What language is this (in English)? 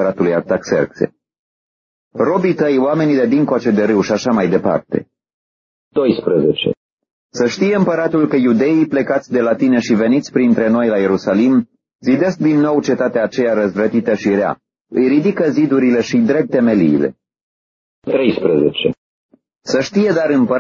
Romanian